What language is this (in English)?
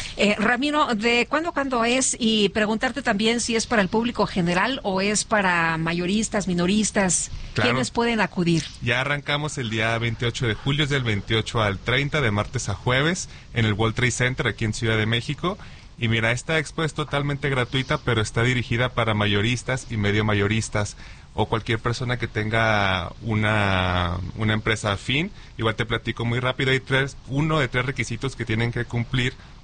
Spanish